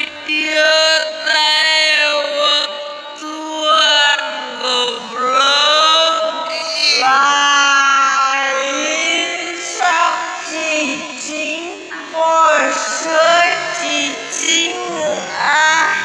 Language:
Sundanese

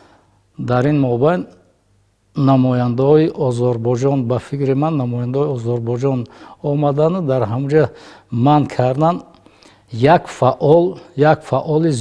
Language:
Tajik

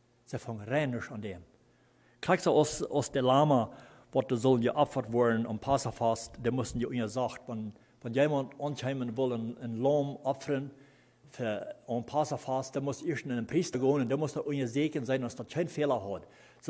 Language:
Plautdietsch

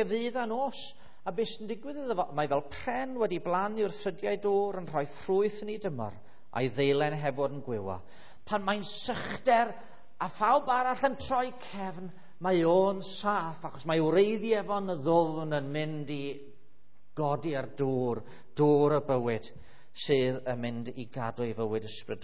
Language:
Welsh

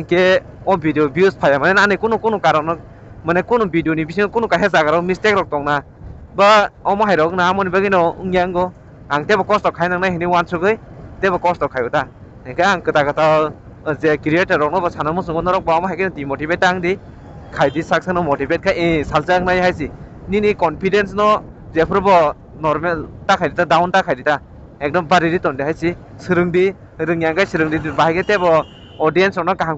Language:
Kok Borok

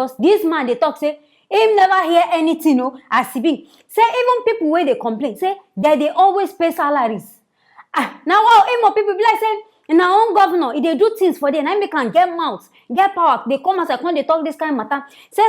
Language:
Nigerian Pidgin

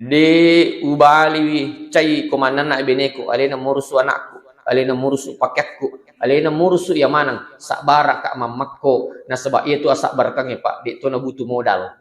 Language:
Buginese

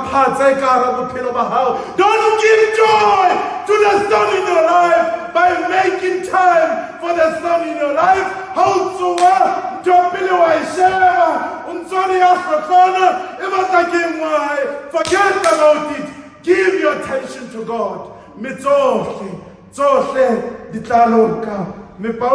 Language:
Southern Sotho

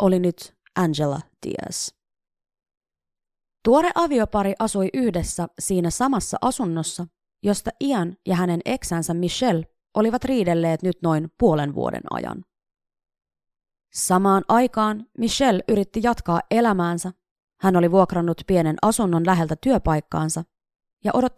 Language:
Finnish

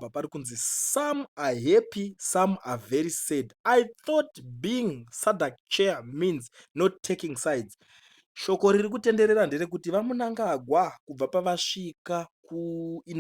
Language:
Shona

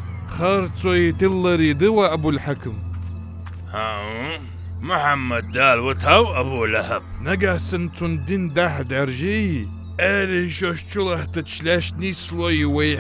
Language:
Ingush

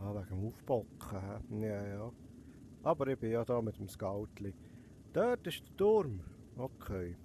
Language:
Swiss German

